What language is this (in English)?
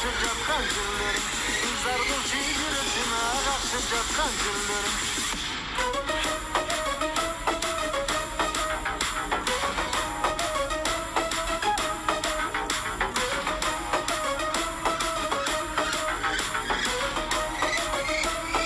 Kyrgyz